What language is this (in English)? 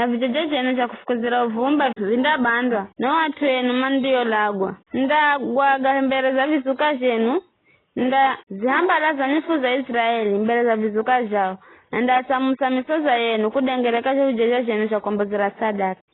Giryama